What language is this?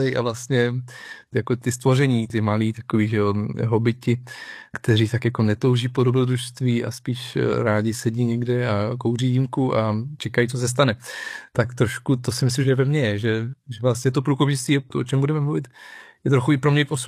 Czech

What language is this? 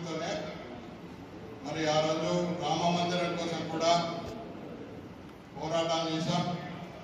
Telugu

